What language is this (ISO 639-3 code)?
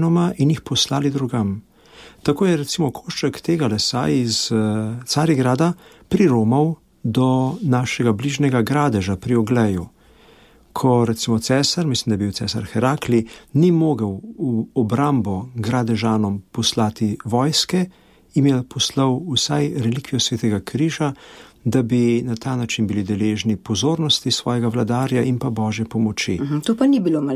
slv